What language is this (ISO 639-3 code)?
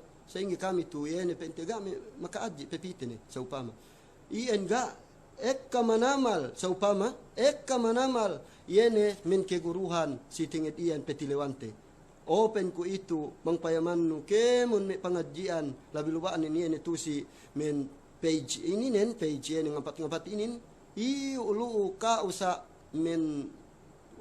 yka